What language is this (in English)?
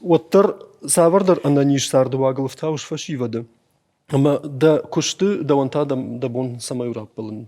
Ossetic